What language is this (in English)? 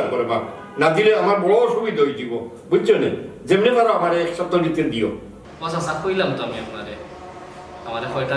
Sylheti